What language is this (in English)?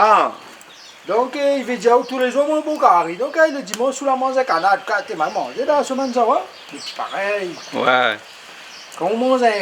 Réunion Creole French